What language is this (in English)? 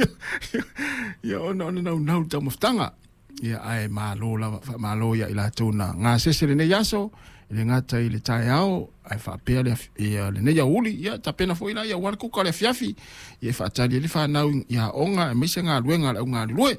Samoan